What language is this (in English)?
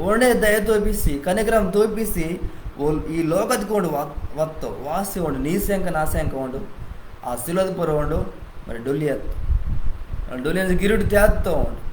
Koya